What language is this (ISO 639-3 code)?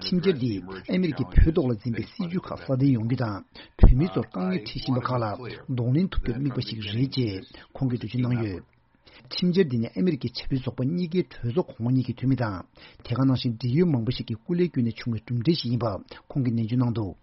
bod